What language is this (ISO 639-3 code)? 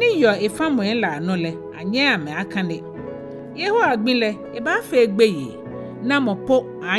gaa